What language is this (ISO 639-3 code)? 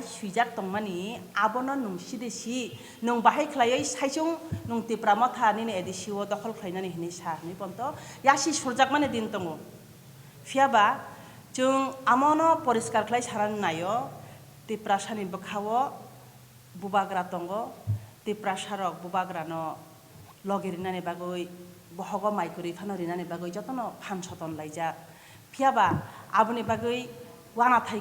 trp